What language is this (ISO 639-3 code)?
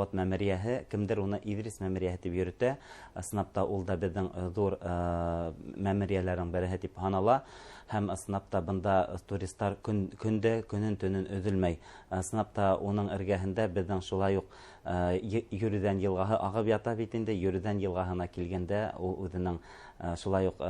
bak